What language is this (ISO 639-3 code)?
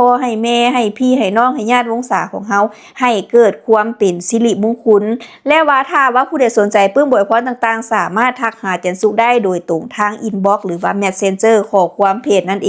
lao